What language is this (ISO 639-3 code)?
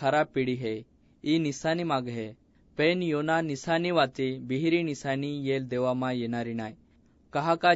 asm